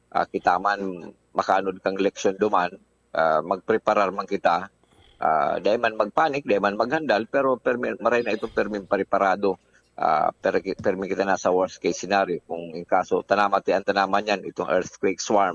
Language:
Bikol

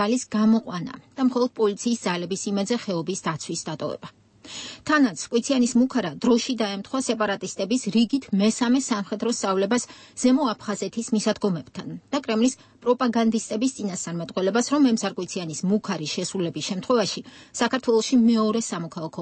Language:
Georgian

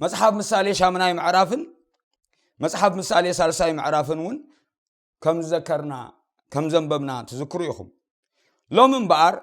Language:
Tigrinya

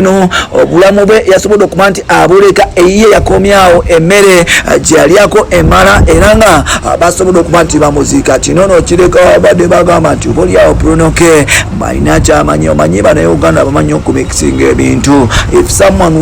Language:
Ganda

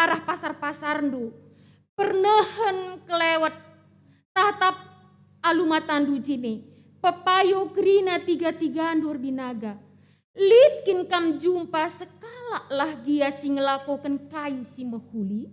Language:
Batak Karo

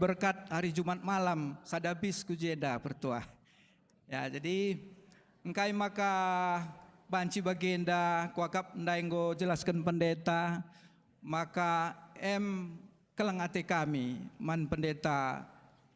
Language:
Batak Karo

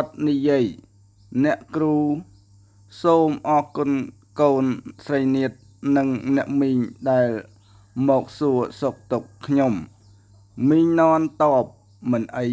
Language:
Khmer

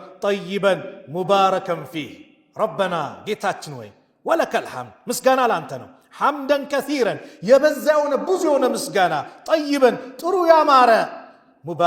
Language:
Amharic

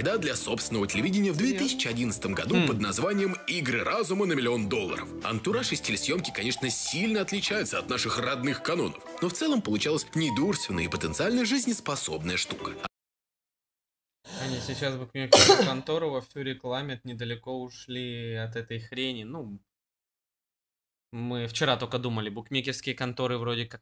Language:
Russian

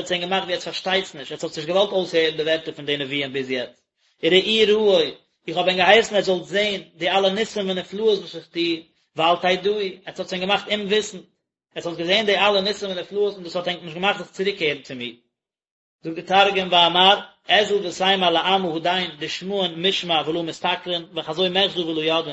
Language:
Yiddish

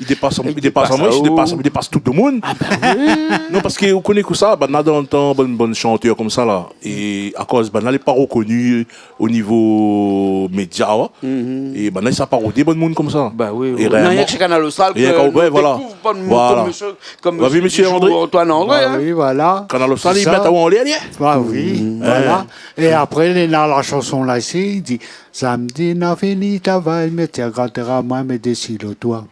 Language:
Réunion Creole French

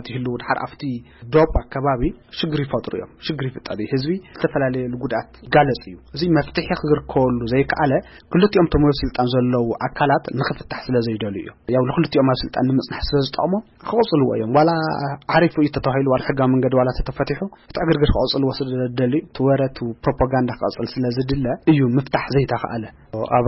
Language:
Tigrinya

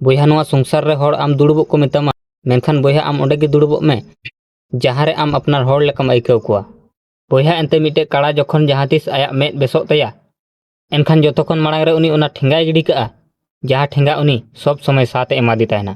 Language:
Santali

